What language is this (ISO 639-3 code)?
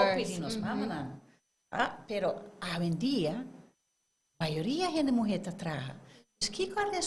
pap